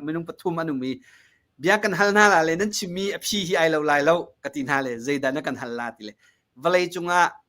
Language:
Hakha Chin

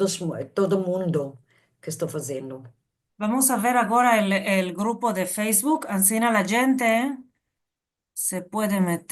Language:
Ladino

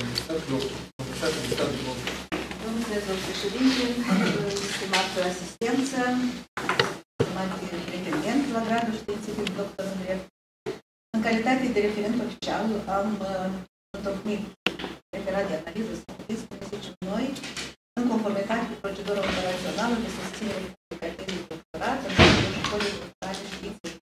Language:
Romanian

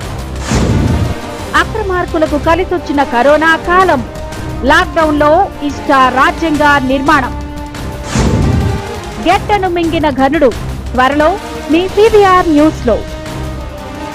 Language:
Telugu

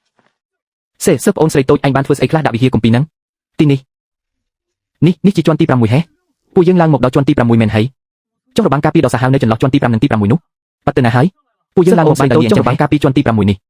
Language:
Khmer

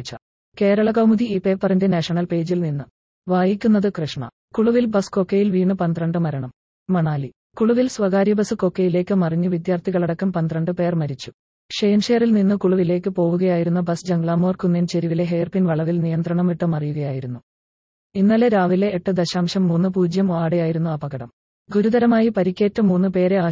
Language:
Malayalam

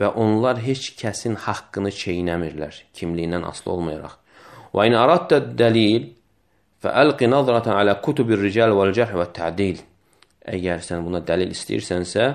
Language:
Azerbaijani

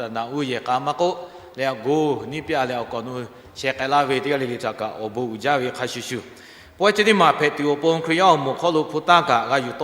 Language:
Lahu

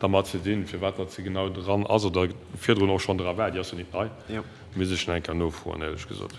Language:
Luxembourgish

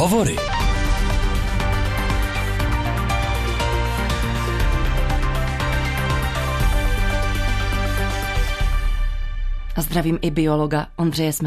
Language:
Czech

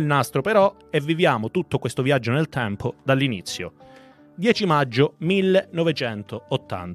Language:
Italian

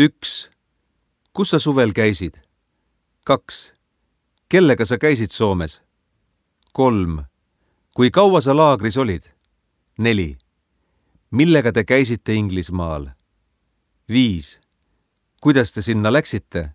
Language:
Estonian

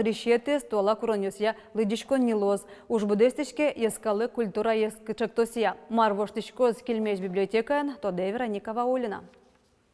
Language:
Udmurt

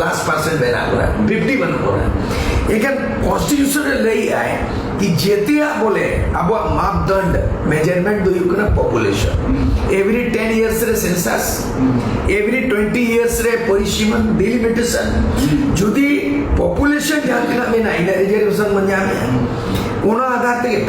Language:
Santali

